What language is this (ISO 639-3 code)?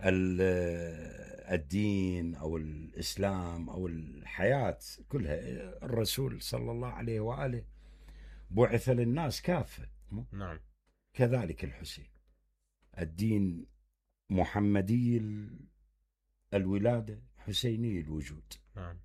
acm